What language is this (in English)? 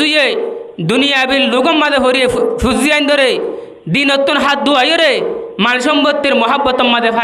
Rohingya